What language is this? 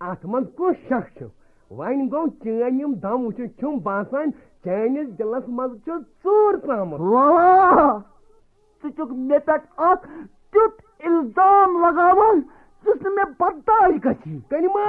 Kashmiri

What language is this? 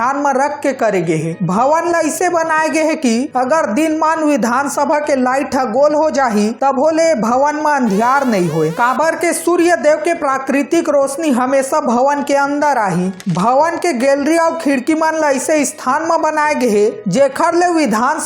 Chhattisgarhi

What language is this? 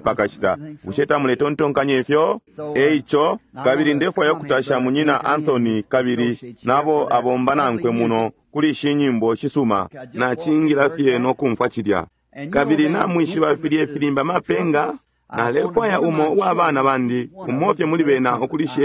Bemba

